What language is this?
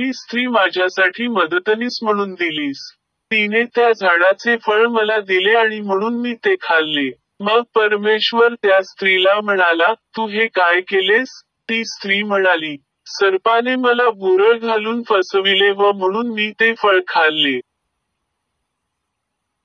Marathi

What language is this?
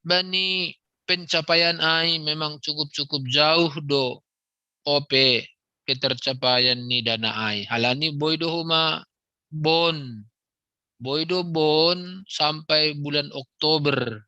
Batak Simalungun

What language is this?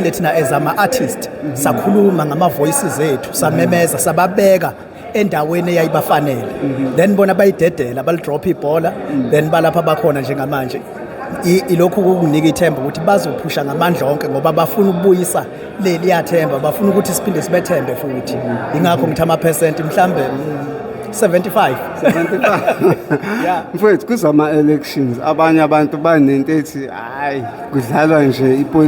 Zulu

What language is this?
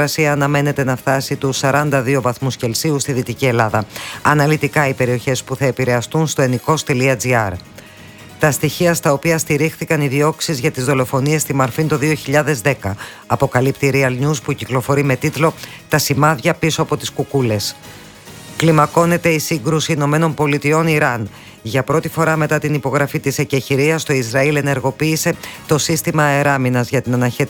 Greek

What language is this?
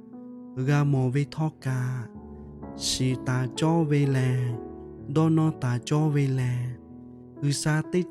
Lahu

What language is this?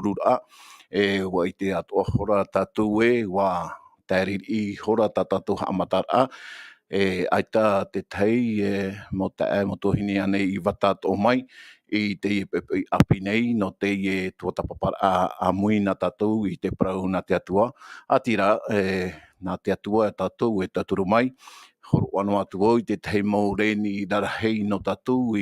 Tahitian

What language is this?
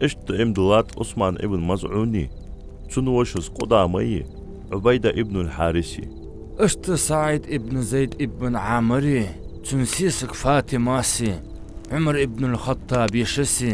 Ingush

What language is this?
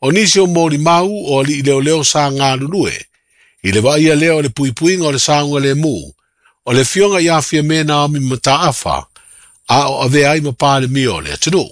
Samoan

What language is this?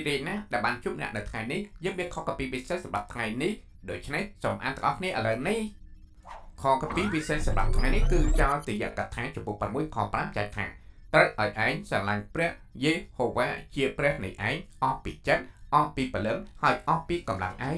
Khmer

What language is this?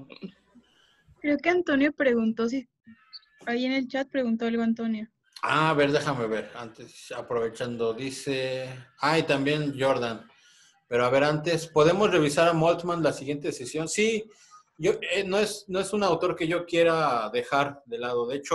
Spanish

